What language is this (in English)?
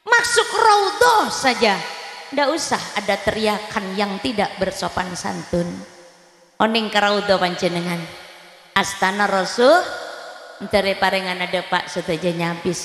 Madurese